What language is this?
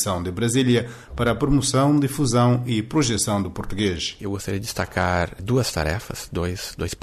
Portuguese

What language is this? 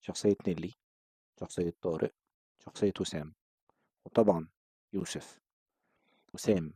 Egyptian Arabic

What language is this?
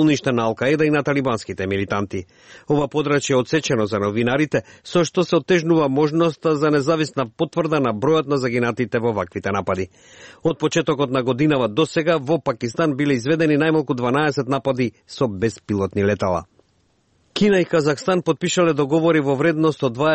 Macedonian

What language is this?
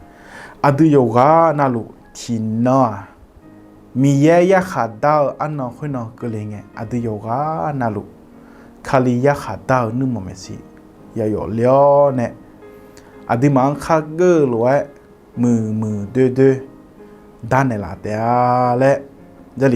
Akha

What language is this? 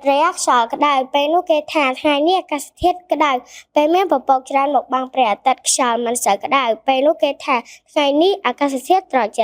Khmer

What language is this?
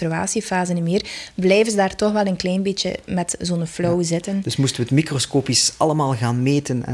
Dutch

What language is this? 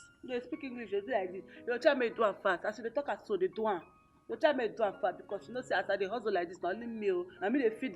Nigerian Pidgin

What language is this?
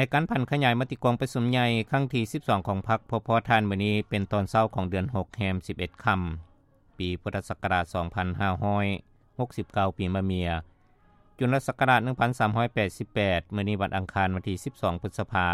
Lao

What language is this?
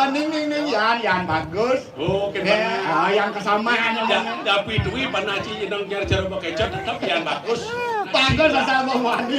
Balinese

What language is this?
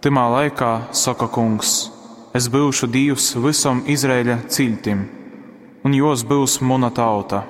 Latgalian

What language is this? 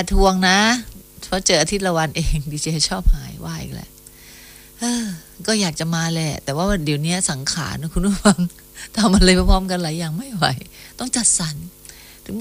Thai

